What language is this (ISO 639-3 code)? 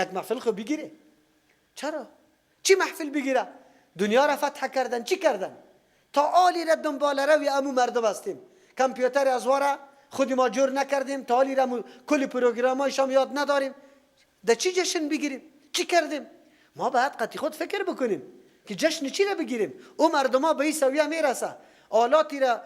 fas